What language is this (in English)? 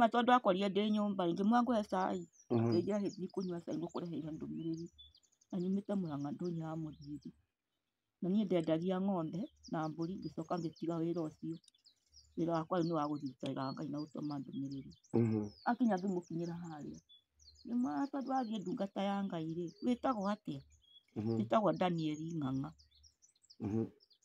Kikuyu